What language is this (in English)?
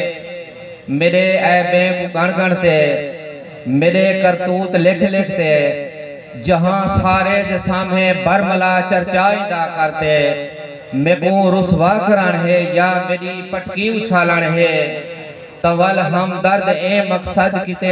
Saraiki